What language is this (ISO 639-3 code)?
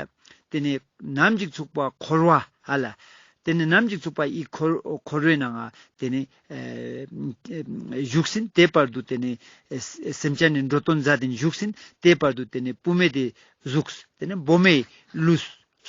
lbj